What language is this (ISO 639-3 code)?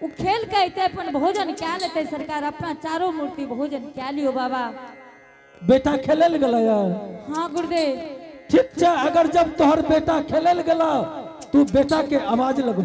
anp